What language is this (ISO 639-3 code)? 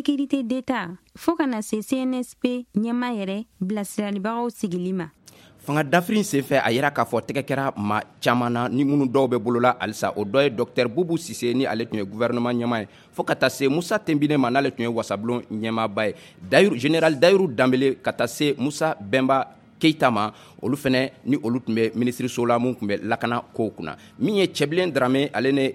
bam